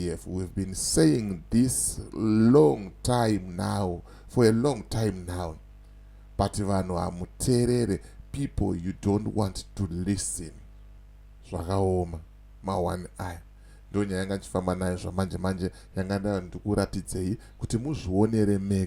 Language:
Shona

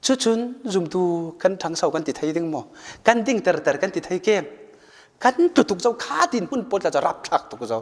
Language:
Falam Chin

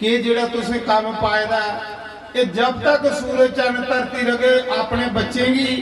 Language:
Dogri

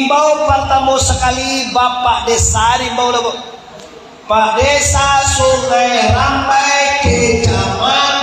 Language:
Minangkabau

